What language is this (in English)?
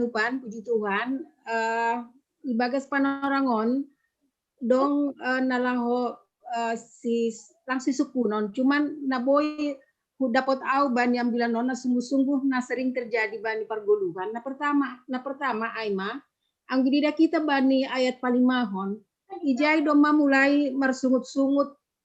Batak Simalungun